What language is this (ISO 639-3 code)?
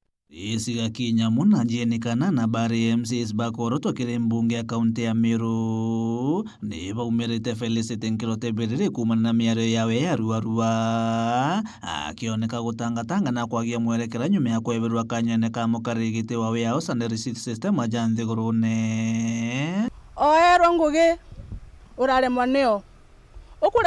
mer